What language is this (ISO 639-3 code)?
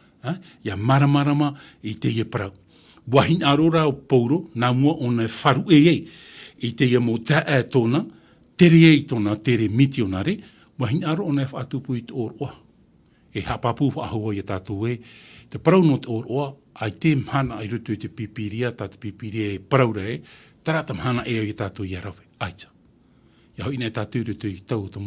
tah